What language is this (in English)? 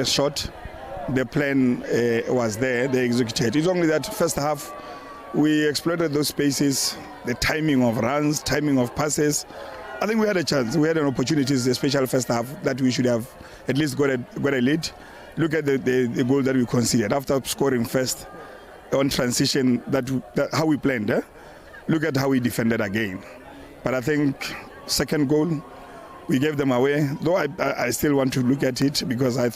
Tswana